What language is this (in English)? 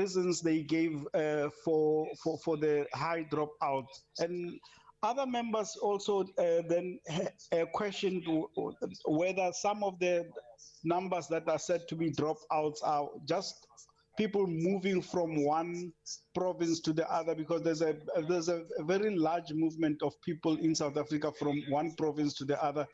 English